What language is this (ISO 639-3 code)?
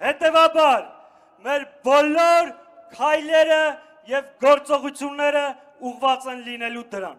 hye